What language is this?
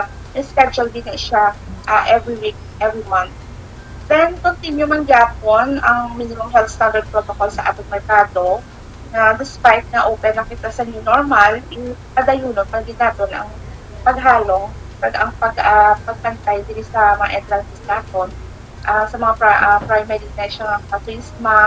Hiligaynon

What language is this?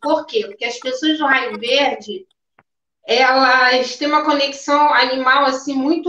Portuguese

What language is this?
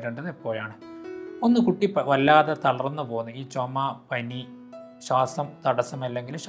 Malayalam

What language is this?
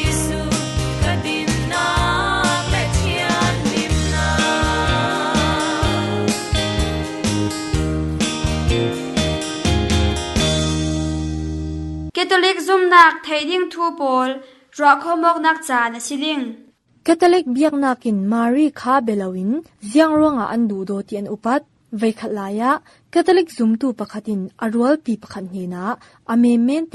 Falam Chin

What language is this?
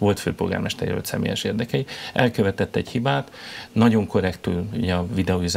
Hungarian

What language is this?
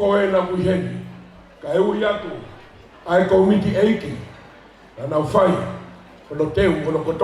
Tongan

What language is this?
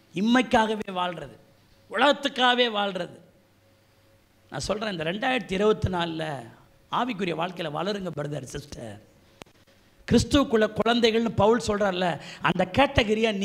Tamil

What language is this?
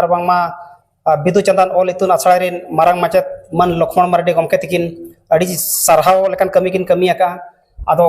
Santali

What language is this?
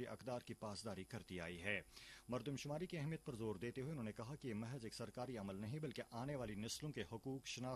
Urdu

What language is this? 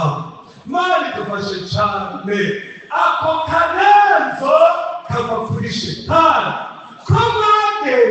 Rundi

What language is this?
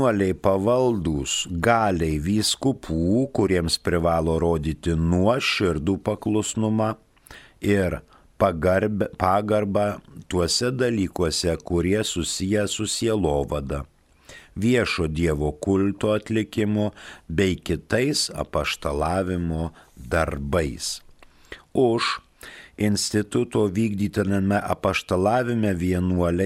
Lithuanian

